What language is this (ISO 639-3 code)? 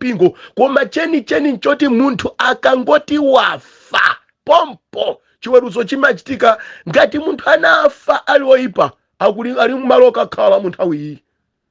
nya